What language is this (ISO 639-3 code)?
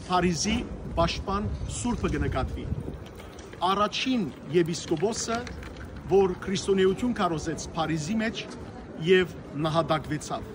hyw